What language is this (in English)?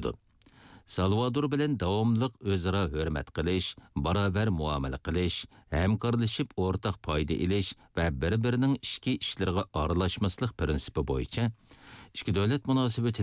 Uyghur